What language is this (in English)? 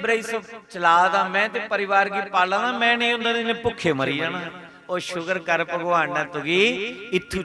Dogri